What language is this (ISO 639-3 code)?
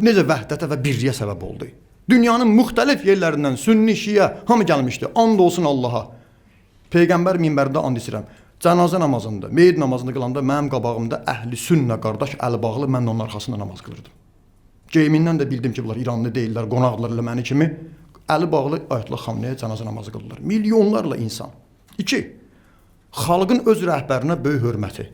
aze